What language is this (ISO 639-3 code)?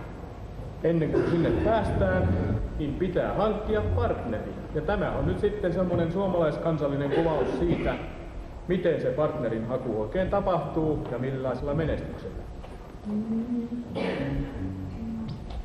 fin